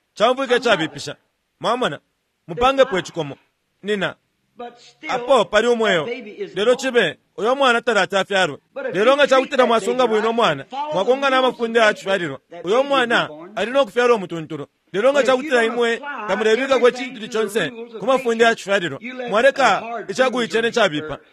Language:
Bemba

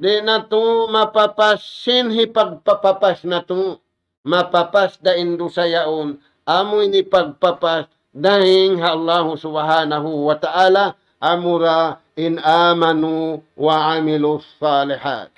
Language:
Tausug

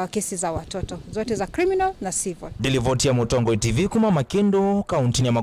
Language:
Kamba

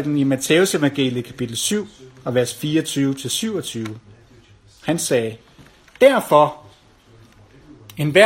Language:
Danish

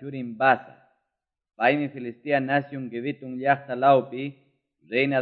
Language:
Quechua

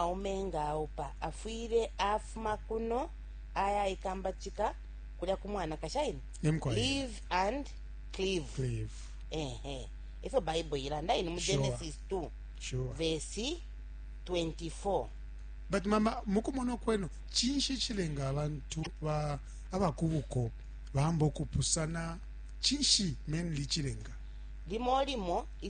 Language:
Bemba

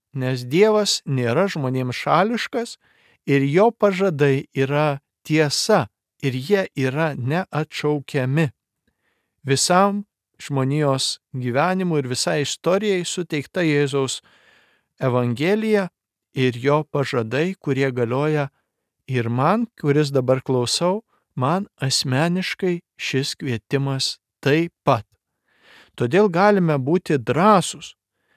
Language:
Lithuanian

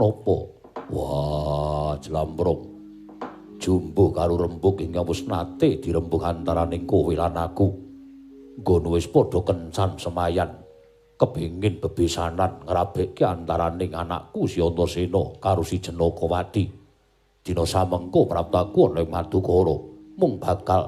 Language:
Javanese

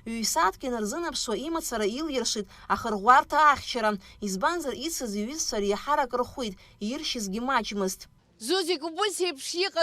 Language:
Abkhazian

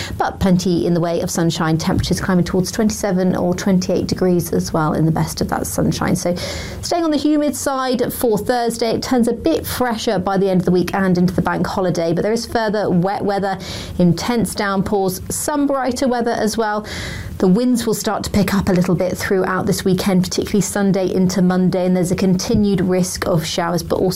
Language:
English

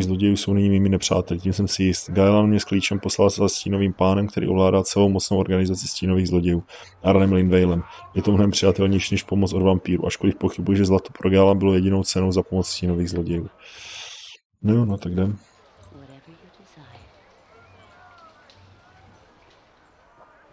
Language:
Czech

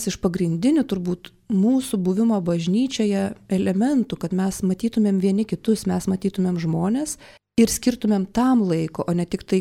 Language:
Lithuanian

